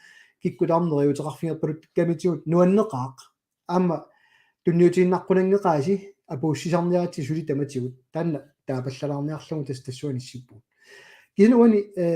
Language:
Kalaallisut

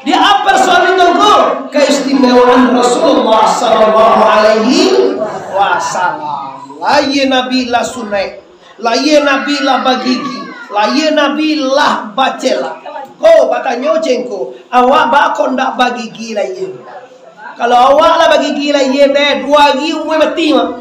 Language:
Minangkabau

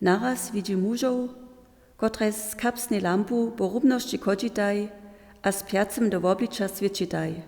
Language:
Upper Sorbian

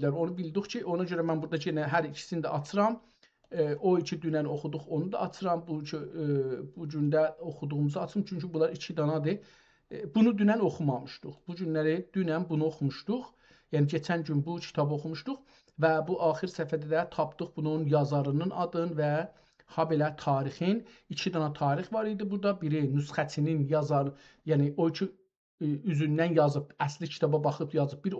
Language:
South Azerbaijani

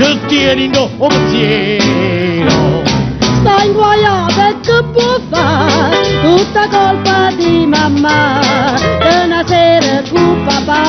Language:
Neapolitan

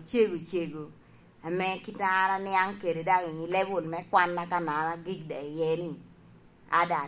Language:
Lango (Uganda)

